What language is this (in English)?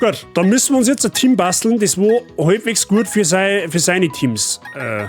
Bavarian